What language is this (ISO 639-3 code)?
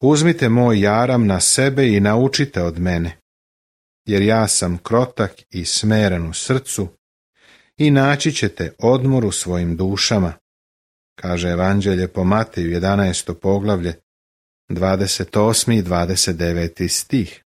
srp